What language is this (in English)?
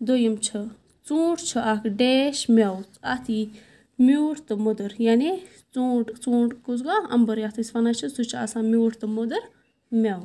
Kashmiri